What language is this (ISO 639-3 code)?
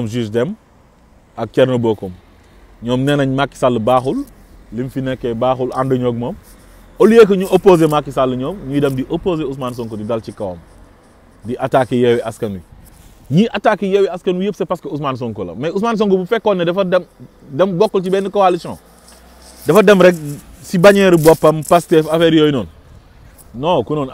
wol